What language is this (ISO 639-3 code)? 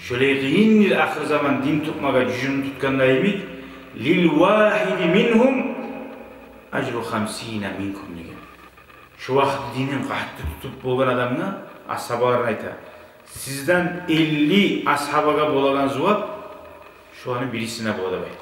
kum